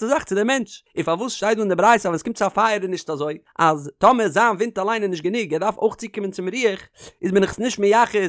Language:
Yiddish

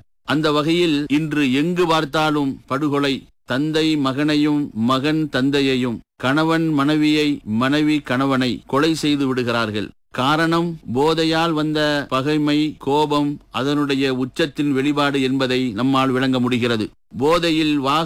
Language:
Tamil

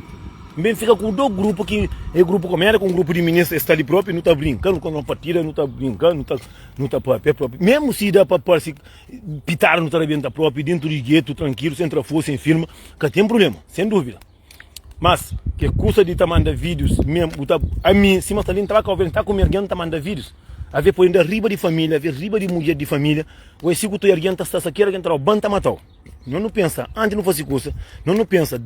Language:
Kabuverdianu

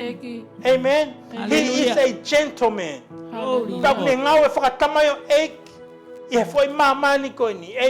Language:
Tongan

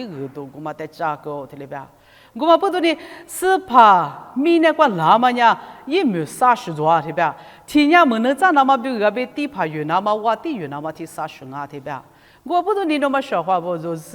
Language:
Lisu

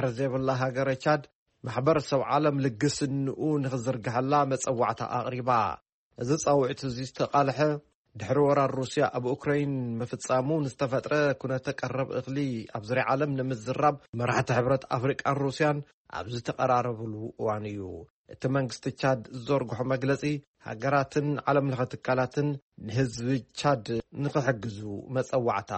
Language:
Tigrinya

